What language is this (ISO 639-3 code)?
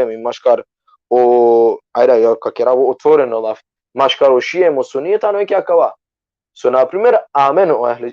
rmn